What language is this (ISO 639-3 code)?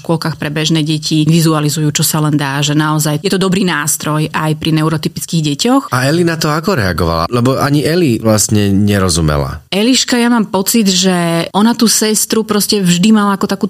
slk